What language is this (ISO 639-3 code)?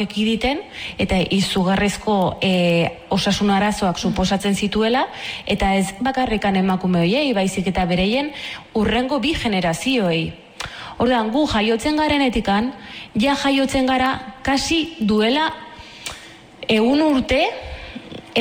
eus